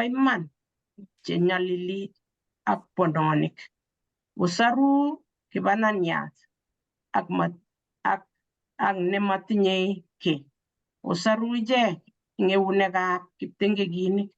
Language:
Kalenjin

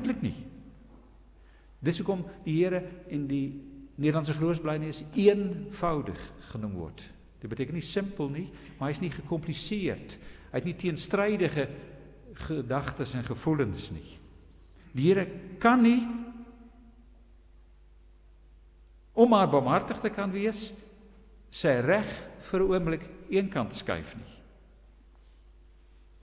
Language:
Afrikaans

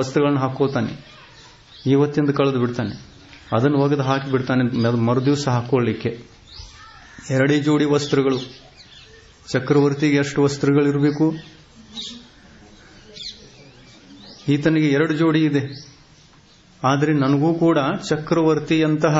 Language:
Kannada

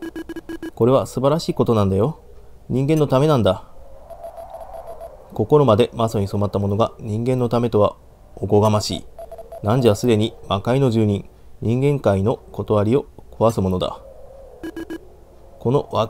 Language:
Japanese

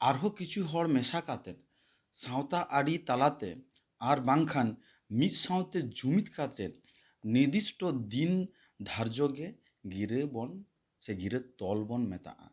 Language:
Santali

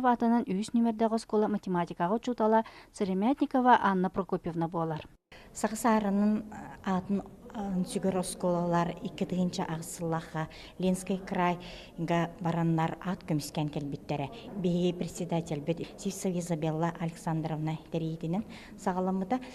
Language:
Yakut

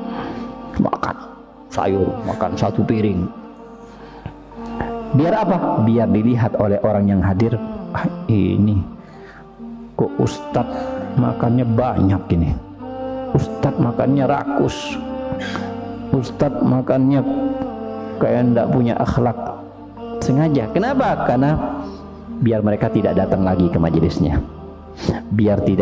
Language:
Indonesian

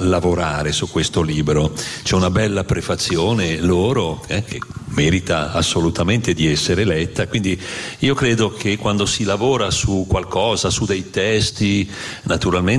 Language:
Italian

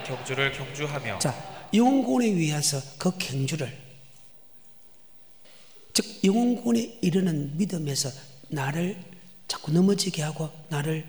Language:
Korean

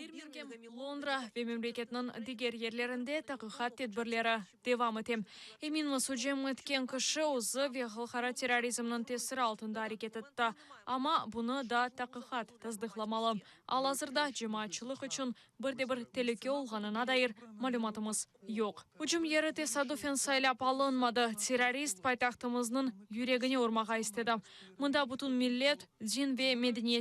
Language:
Crimean Tatar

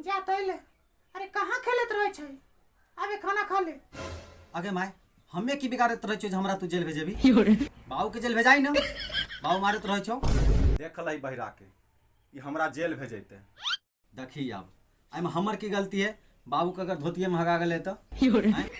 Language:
Maithili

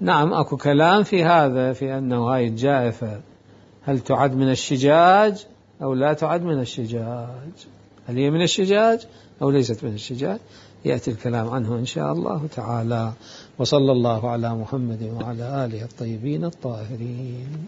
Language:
Mesopotamian Arabic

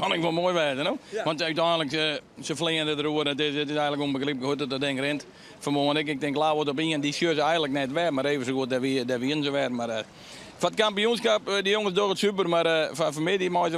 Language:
Western Frisian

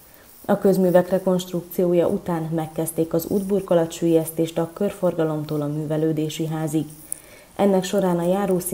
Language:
Hungarian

